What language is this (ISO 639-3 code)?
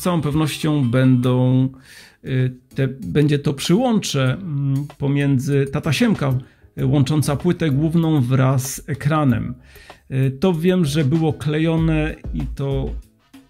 pol